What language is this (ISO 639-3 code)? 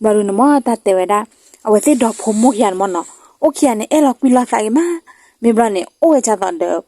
ksw